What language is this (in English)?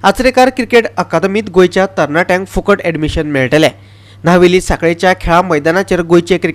Konkani